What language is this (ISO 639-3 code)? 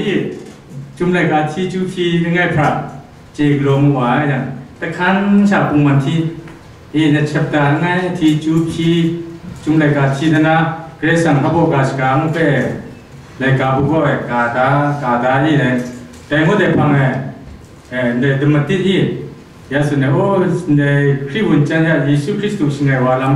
kac